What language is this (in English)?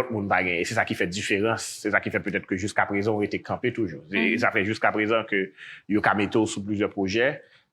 Haitian Creole